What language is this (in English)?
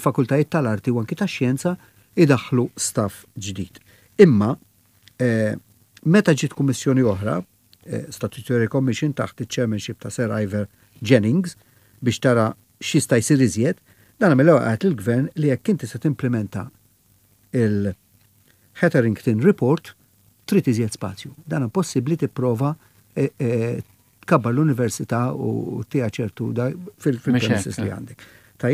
Maltese